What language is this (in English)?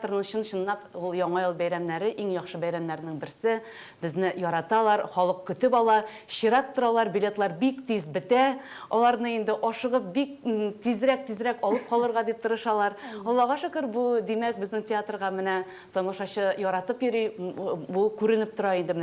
Tatar